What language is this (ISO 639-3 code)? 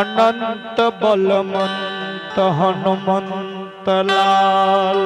mai